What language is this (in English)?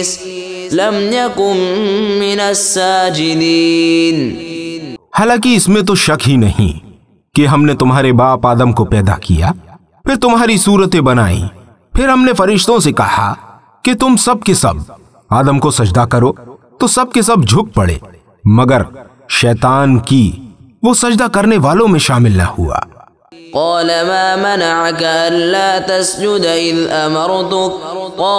Urdu